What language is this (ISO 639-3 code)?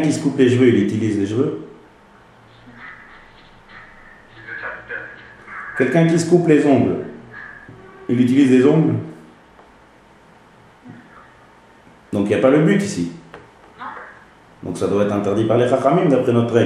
fra